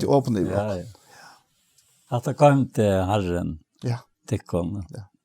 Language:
Faroese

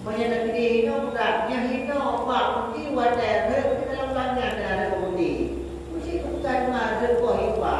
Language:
Achinese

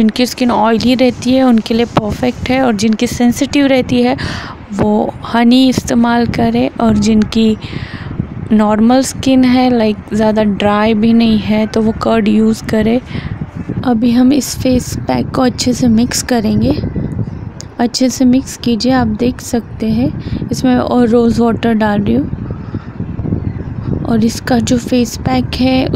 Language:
Hindi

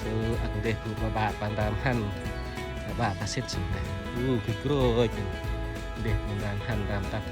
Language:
Central Mnong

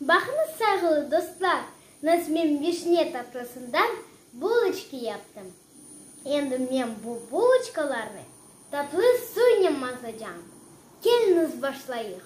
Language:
Crimean Tatar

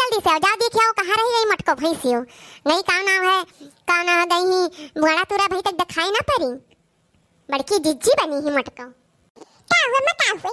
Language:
Awadhi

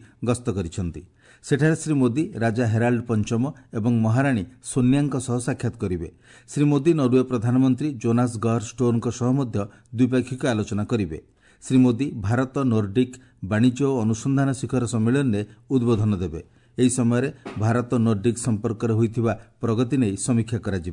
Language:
Odia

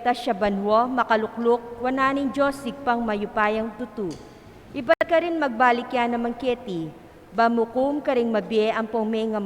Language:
Pampanga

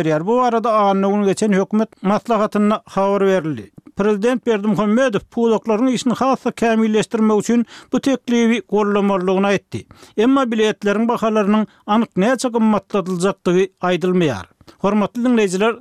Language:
Turkmen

